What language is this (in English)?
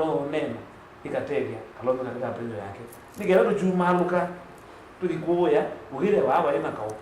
Kamba